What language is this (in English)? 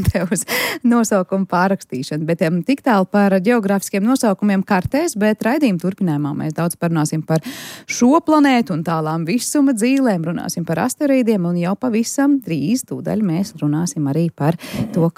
Latvian